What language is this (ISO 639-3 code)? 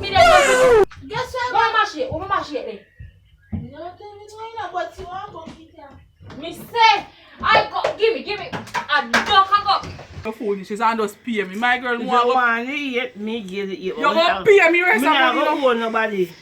jam